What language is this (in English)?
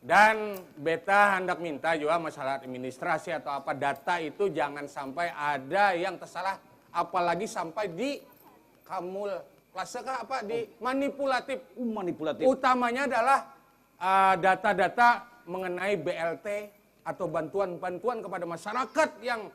Banjar